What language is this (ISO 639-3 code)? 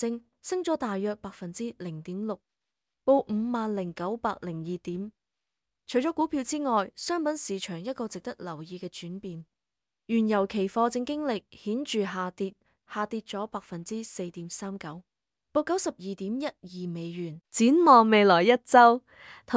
yue